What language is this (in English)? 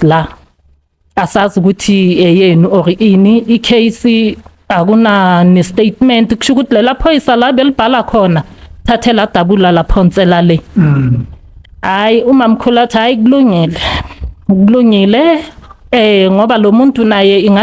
Zulu